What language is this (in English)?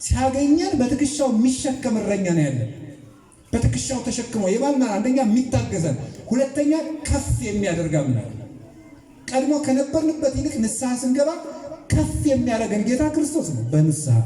Amharic